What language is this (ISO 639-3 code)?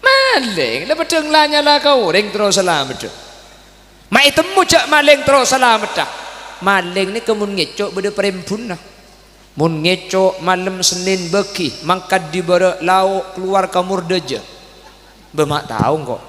mad